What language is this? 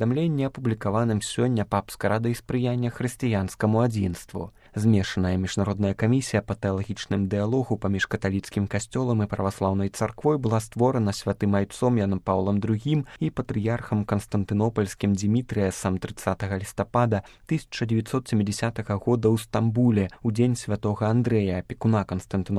Belarusian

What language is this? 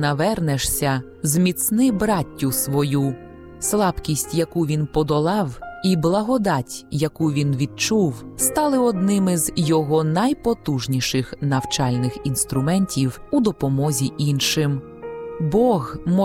Ukrainian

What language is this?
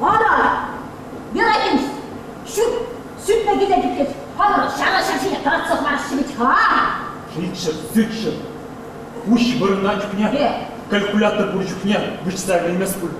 Chuvash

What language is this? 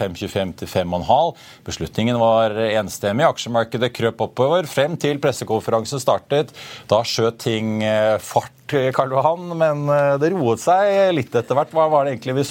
Norwegian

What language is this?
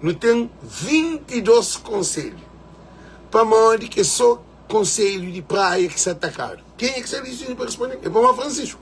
Kabuverdianu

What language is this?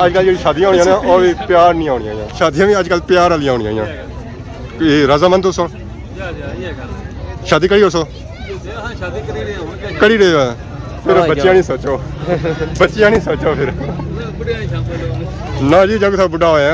Pahari-Potwari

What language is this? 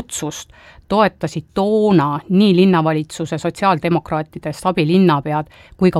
Estonian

